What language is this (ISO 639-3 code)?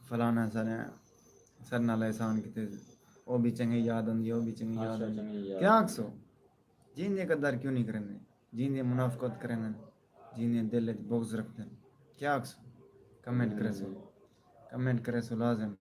skr